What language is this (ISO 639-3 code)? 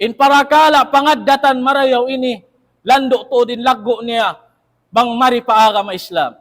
tsg